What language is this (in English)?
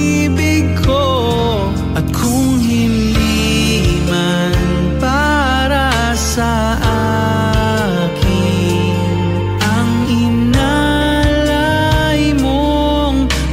Filipino